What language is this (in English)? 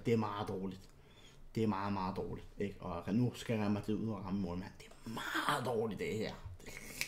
Danish